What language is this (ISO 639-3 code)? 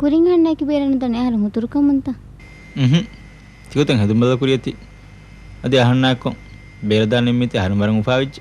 div